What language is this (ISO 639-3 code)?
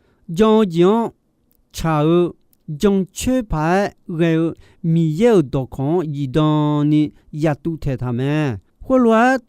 ahk